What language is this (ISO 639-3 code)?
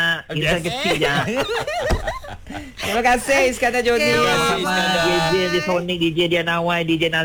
msa